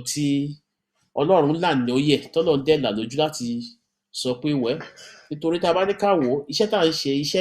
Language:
Yoruba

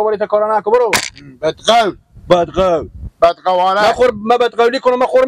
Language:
Persian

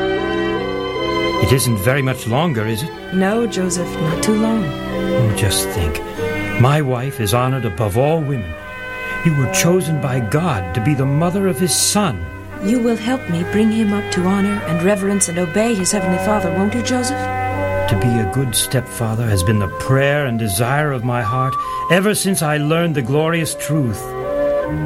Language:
English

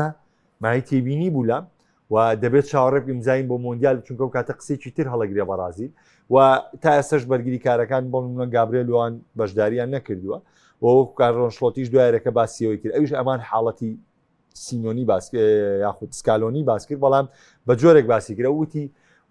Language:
Central Kurdish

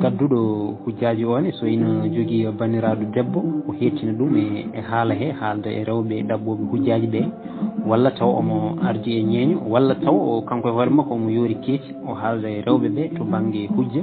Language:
Fula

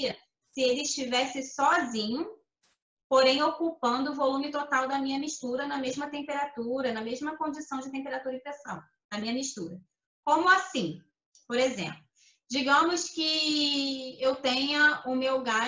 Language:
Portuguese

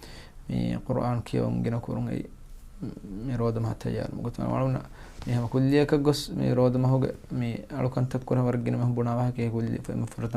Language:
Divehi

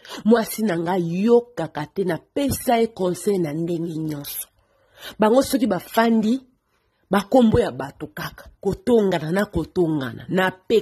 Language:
Lingala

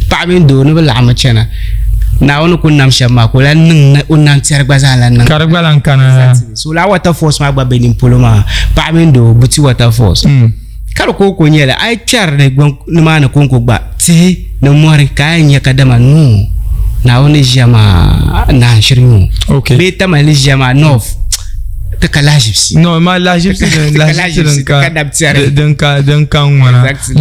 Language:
Dagbani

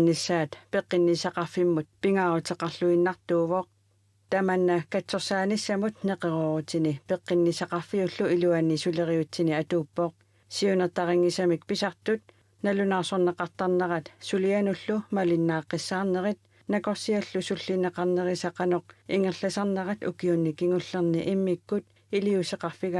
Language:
Kalaallisut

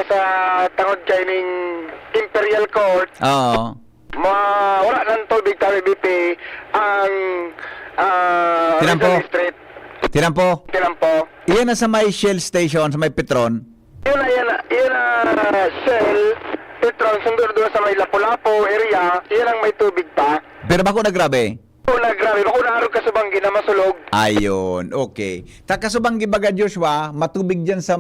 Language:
Bikol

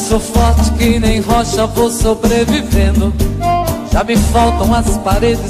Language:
Portuguese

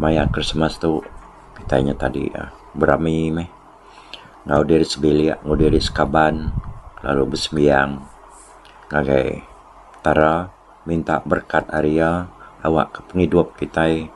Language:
Iban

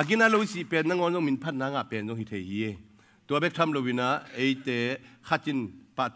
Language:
Tedim Chin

